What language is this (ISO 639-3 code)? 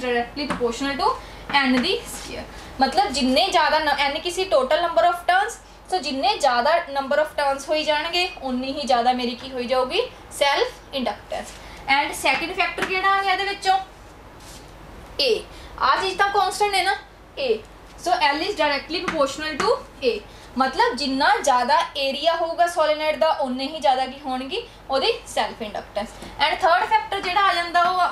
pan